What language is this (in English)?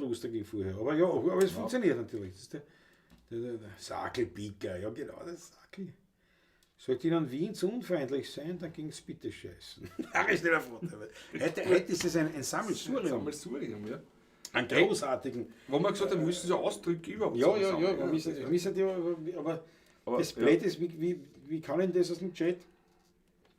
Bavarian